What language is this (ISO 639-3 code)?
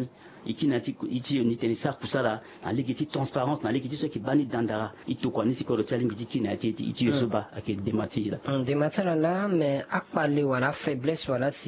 sag